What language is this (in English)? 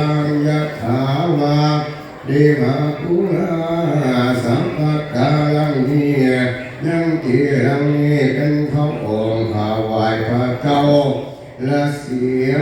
Northeastern Thai